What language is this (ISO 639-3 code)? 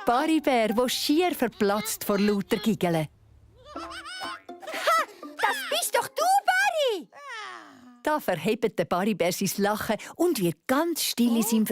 gsw